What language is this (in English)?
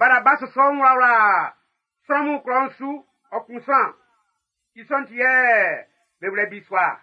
Baoulé